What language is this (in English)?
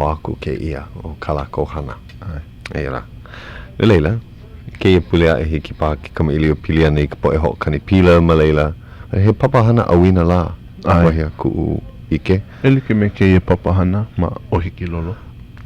Hawaiian